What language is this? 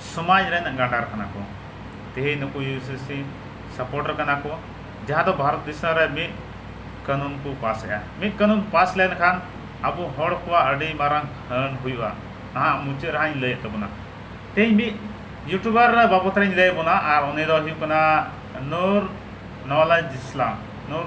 Santali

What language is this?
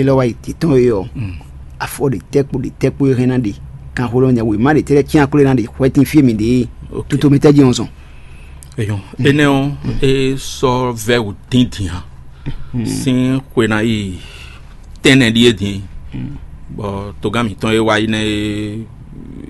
Fon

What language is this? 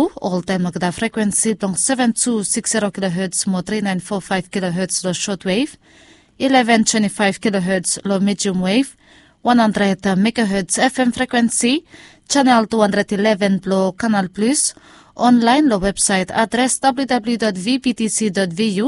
Bislama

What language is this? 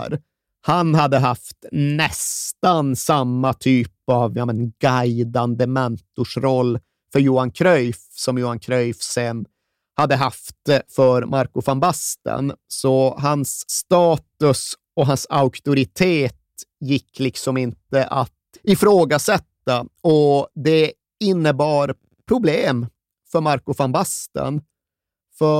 Swedish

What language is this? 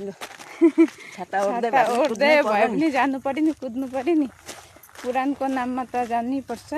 Nepali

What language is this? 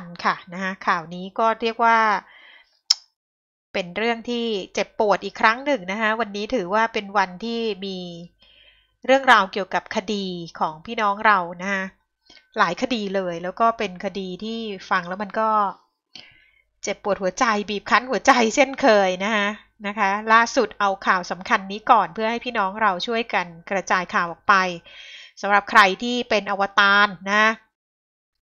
Thai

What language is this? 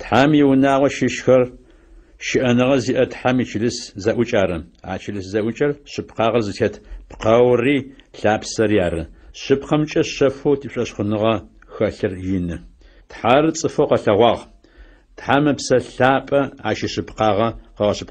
Adyghe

